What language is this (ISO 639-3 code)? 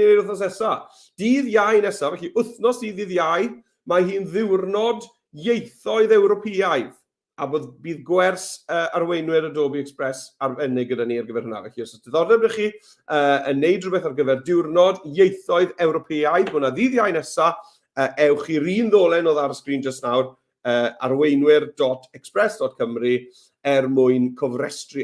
cym